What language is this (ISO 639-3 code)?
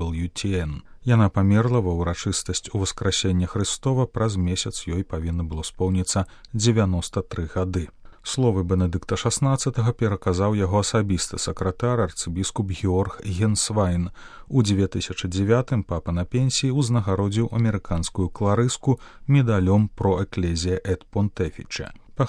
bel